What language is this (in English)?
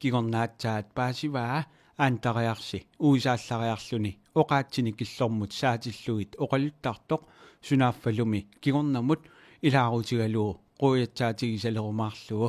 Kalaallisut